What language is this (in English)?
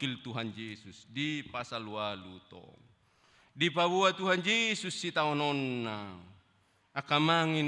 Batak Toba